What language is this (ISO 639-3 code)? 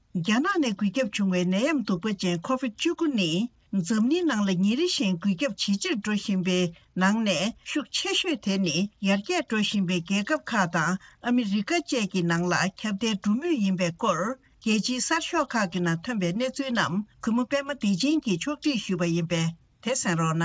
bod